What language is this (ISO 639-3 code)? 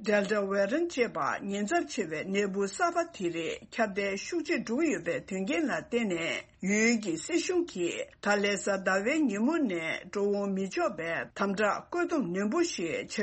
bod